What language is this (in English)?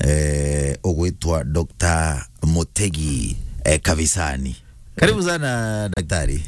Meru